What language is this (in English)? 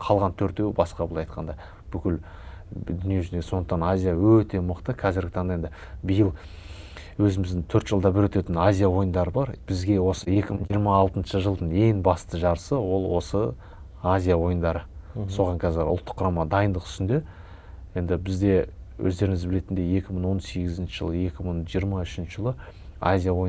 Kazakh